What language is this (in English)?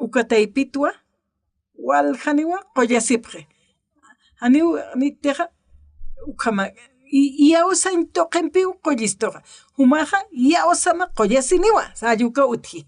Aymara